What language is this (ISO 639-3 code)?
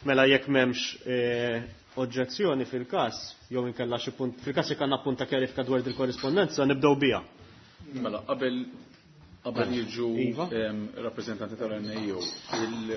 mlt